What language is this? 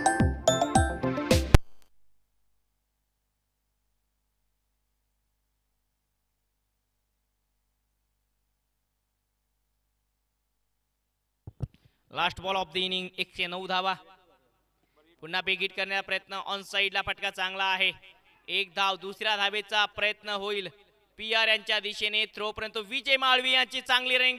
Marathi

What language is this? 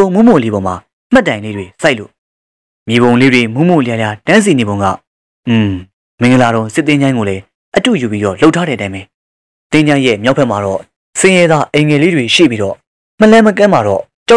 Burmese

